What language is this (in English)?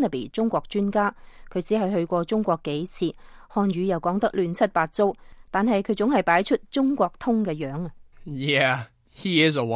Cantonese